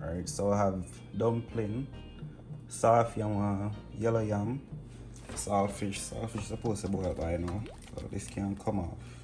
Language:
Jamaican Creole English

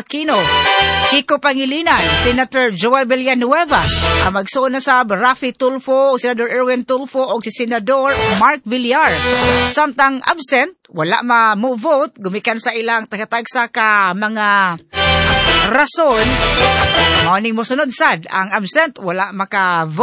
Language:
Cebuano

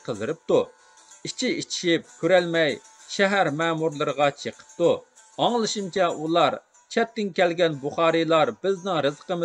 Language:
Uyghur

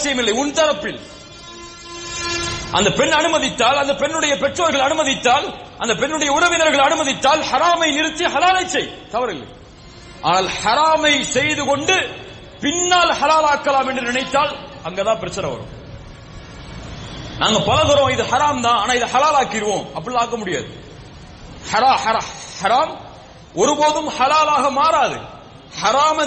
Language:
Tamil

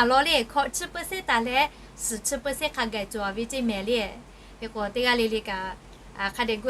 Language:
Lahu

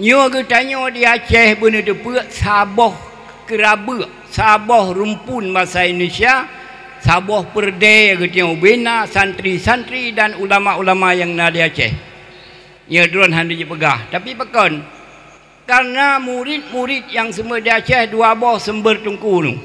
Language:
Achinese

